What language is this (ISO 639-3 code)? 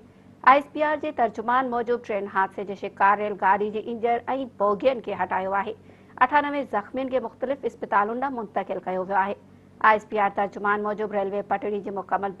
snd